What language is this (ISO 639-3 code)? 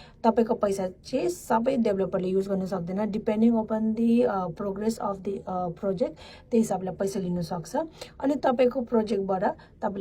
nep